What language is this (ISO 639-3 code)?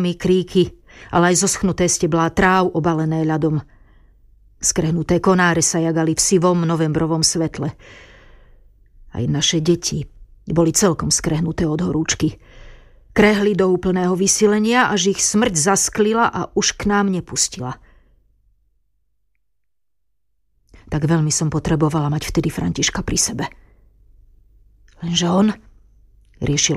slk